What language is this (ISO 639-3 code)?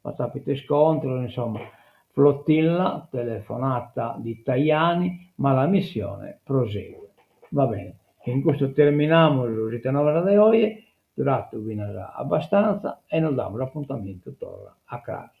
srd